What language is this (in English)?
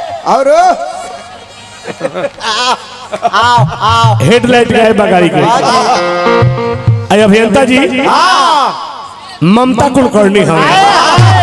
Bhojpuri